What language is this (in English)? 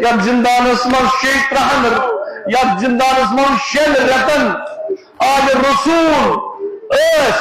Kashmiri